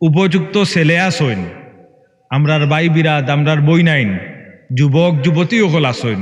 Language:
Sylheti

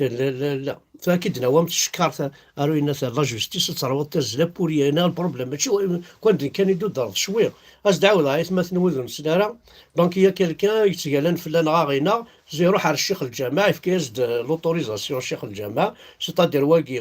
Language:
Kabyle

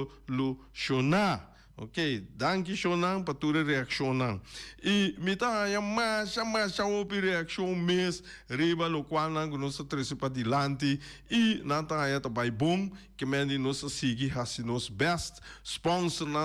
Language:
Papiamento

